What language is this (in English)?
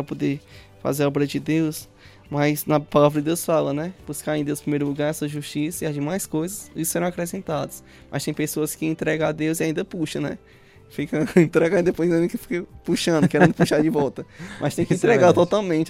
Portuguese